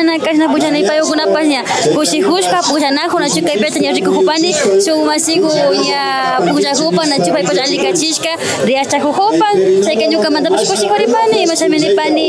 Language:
Imbabura Highland Quichua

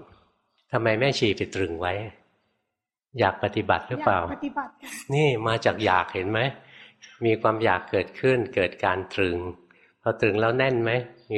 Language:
Thai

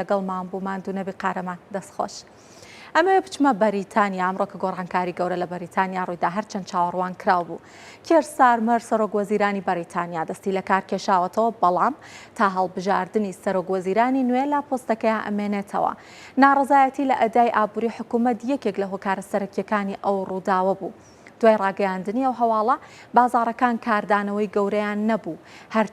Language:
Central Kurdish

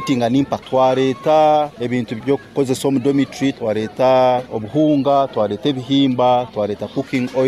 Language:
Nyoro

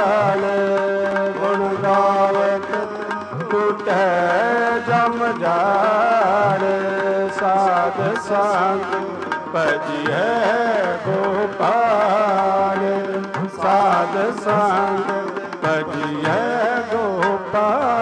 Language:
Punjabi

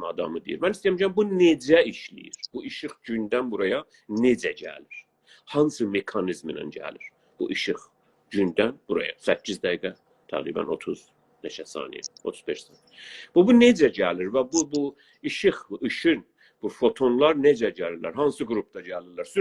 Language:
South Azerbaijani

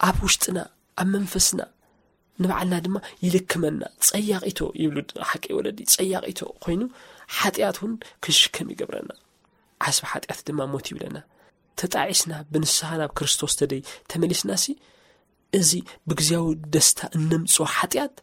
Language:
Tigrinya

